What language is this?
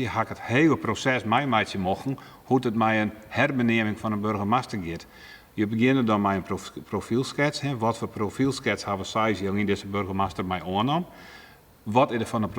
Western Frisian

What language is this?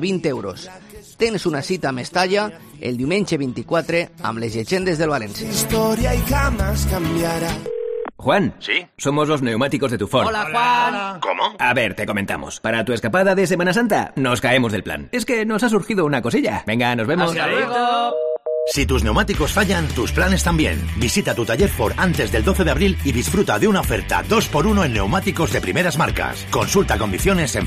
Spanish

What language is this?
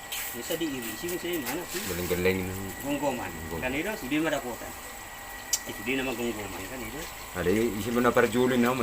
Batak Toba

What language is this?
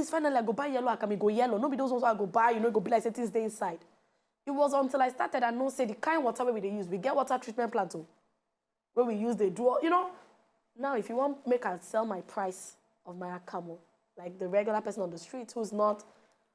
Nigerian Pidgin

